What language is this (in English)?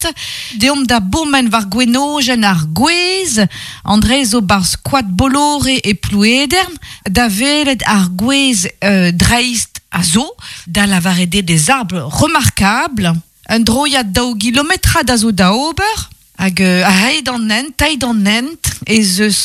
Breton